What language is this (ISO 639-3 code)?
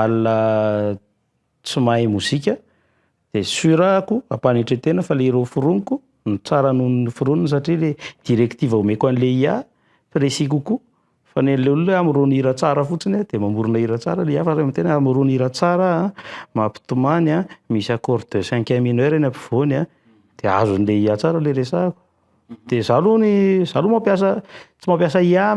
mlg